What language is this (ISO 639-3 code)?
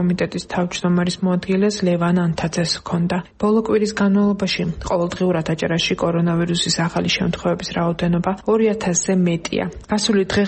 kat